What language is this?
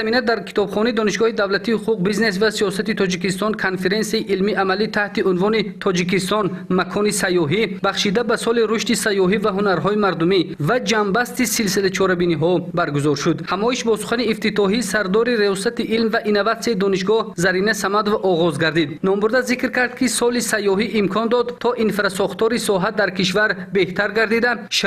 Tajik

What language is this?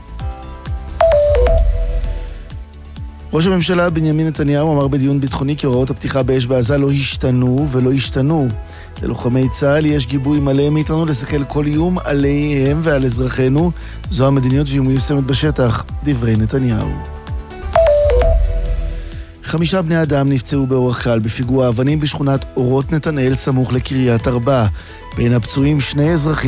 Hebrew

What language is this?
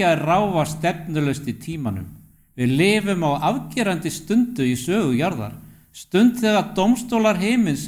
Icelandic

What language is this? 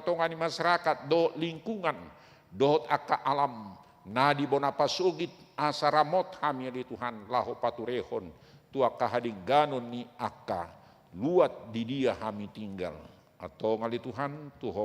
Batak Toba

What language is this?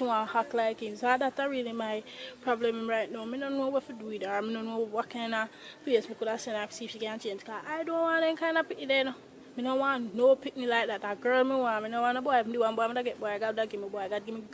Jamaican Creole English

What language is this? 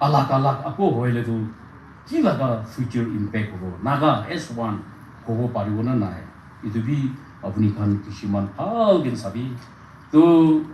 Naga Pidgin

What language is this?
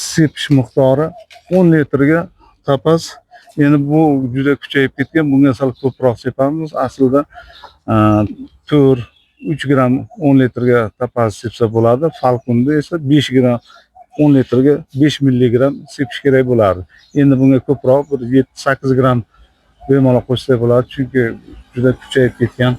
Uzbek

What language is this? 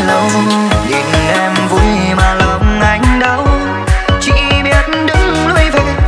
Vietnamese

